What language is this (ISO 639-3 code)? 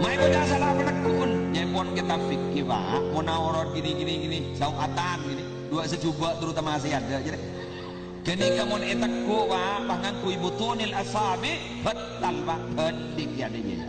mad